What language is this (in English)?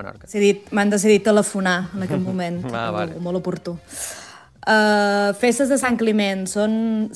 Catalan